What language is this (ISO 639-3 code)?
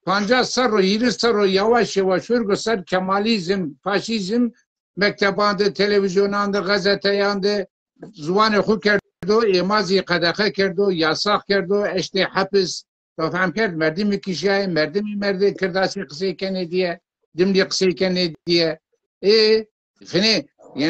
zza